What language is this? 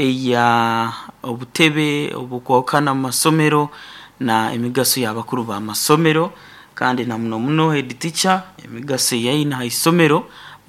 Nyoro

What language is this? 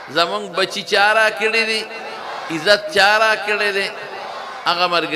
Pashto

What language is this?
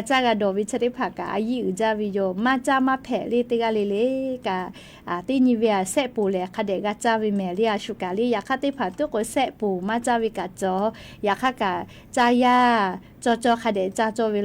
Lahu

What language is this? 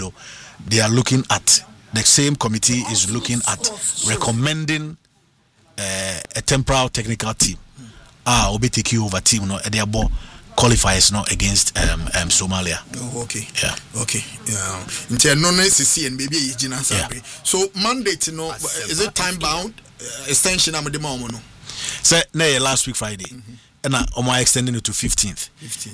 English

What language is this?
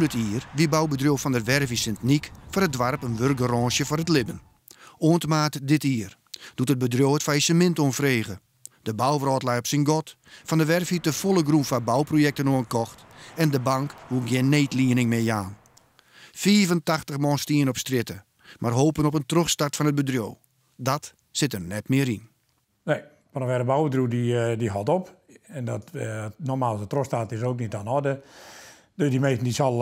Western Frisian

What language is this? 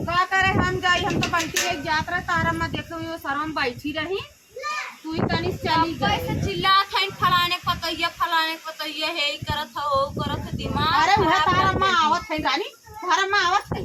Awadhi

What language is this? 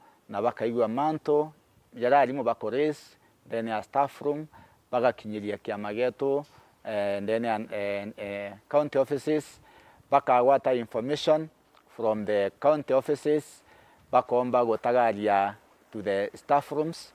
Meru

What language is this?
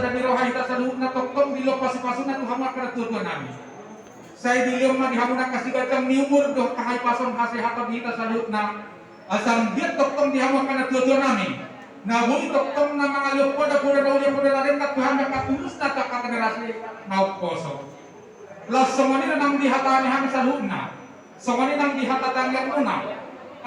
Batak Toba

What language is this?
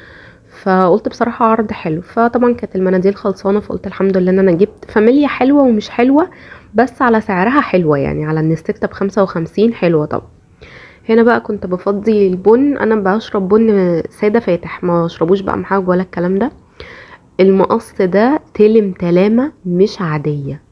Egyptian Arabic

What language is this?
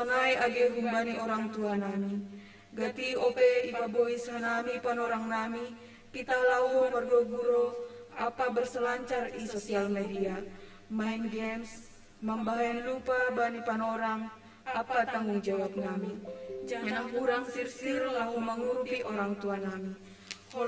Batak Simalungun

